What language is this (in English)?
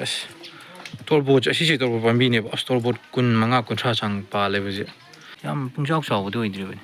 Manipuri